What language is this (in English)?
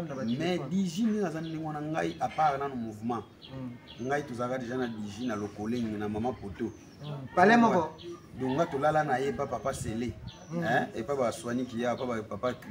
Lingala